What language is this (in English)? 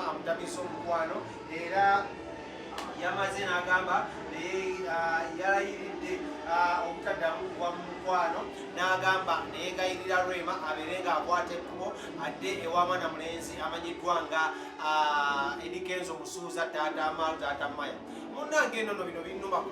Ganda